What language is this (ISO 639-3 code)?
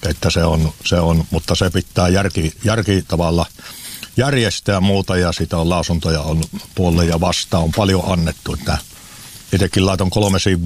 fin